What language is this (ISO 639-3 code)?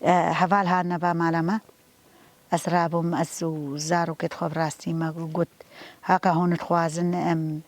kur